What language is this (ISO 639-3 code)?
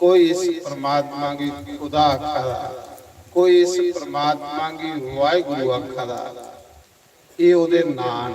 doi